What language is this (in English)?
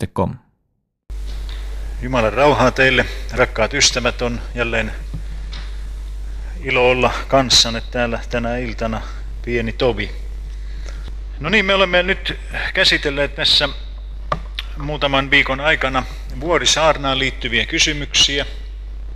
Finnish